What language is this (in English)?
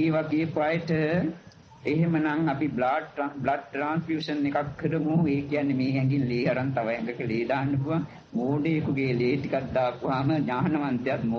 Sinhala